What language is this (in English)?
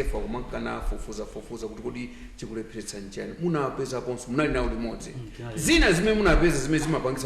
Nyanja